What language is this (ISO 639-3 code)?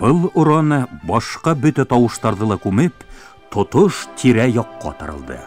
bak